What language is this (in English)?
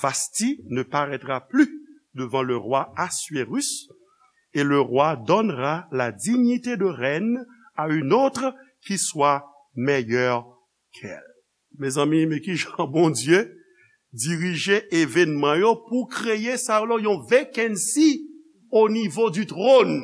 Haitian Creole